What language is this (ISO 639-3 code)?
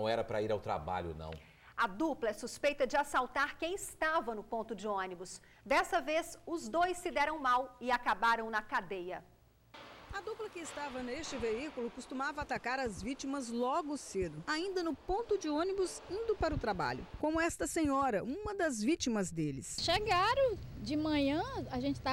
por